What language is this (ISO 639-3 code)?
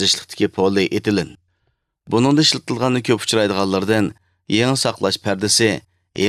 uig